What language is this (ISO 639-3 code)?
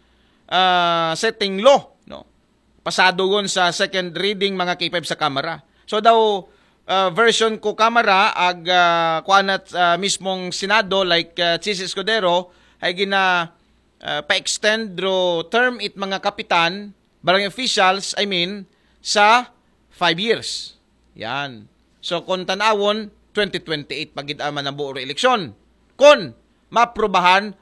akl